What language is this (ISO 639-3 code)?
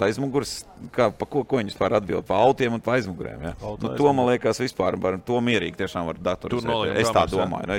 lav